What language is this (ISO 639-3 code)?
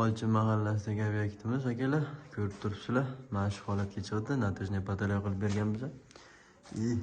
uzb